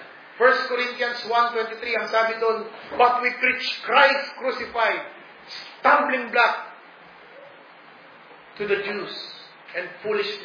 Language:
Filipino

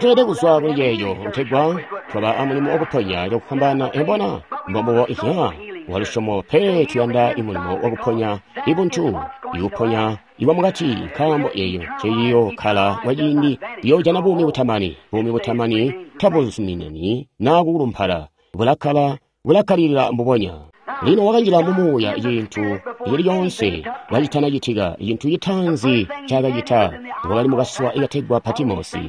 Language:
Tonga (Zambia)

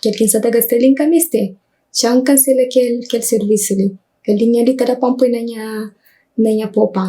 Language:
Kabuverdianu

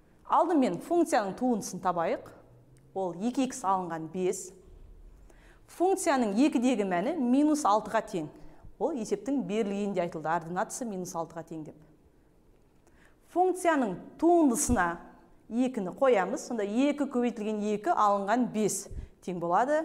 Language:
Kazakh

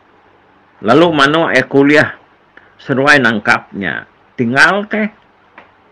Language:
Iban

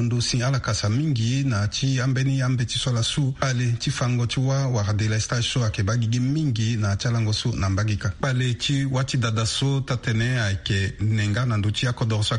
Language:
Sango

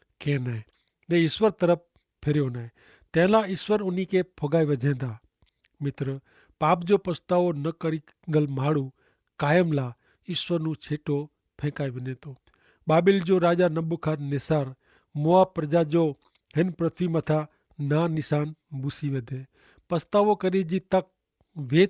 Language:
Kachhi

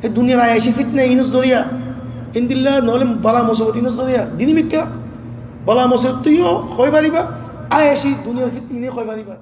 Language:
Rohingya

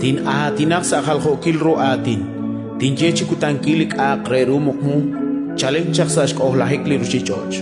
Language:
Kekchí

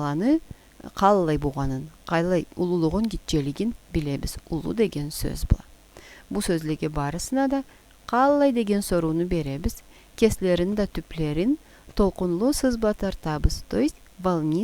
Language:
Karachay-Balkar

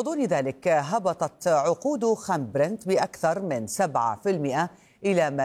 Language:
Arabic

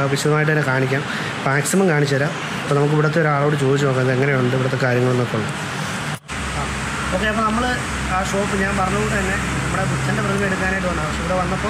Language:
Malayalam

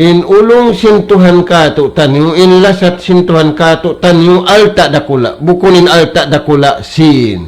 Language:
Tausug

